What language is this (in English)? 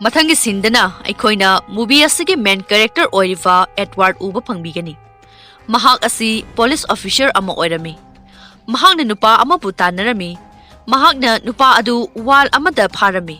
Manipuri